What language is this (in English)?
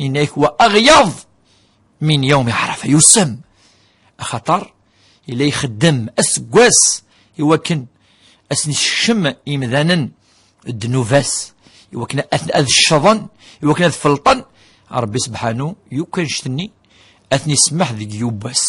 Kabyle